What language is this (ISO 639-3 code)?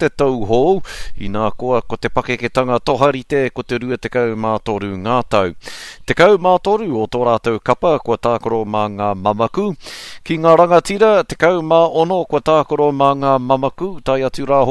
mri